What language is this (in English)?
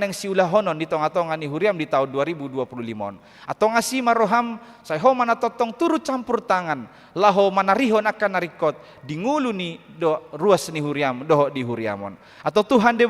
Batak Toba